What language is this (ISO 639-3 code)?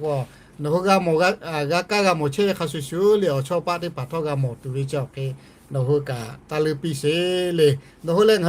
lhu